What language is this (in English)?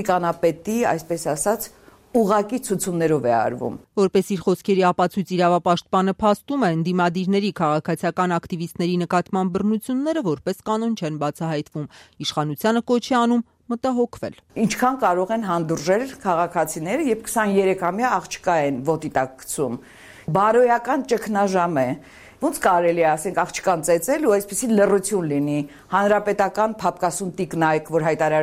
Armenian